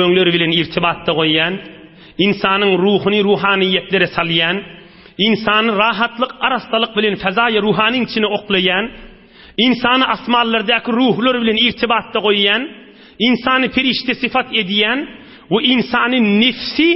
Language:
Turkmen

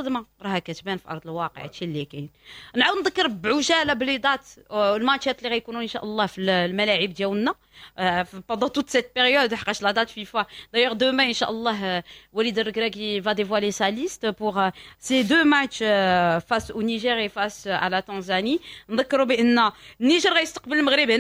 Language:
Moroccan Arabic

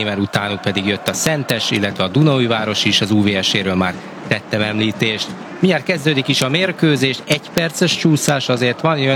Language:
Hungarian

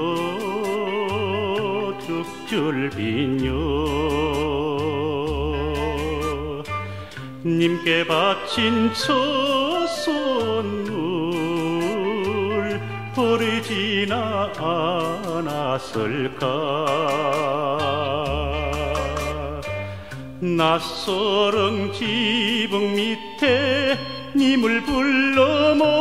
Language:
Korean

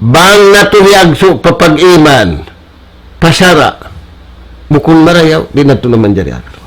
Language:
Tausug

